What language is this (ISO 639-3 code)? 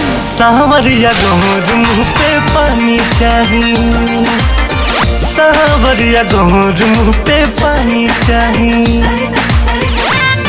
bho